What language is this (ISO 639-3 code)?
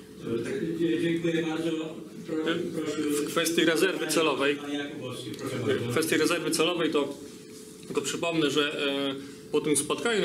pol